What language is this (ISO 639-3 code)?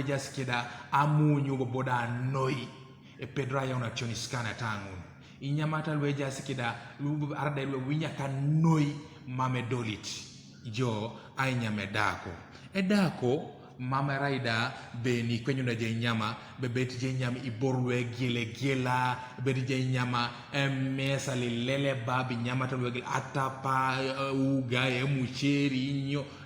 teo